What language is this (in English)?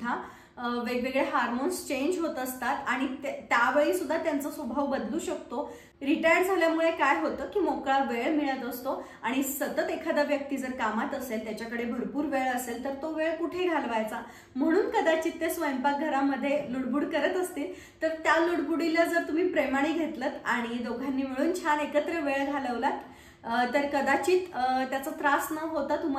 Marathi